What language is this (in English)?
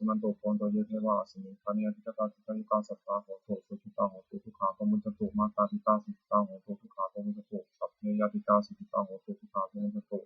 Pali